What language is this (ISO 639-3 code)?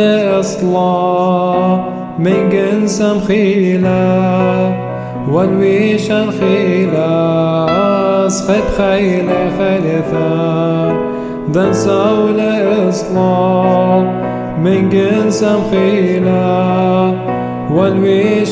syc